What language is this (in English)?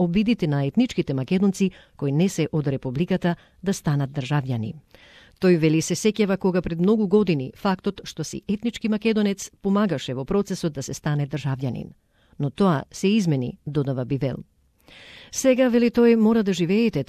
Macedonian